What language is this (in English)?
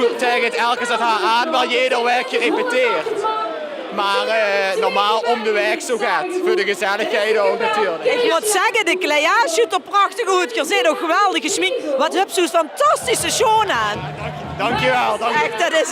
Limburgish